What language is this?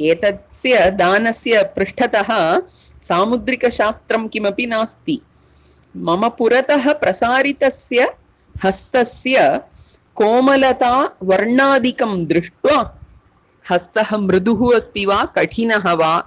Sanskrit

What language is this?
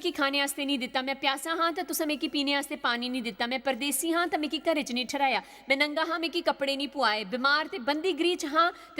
Dogri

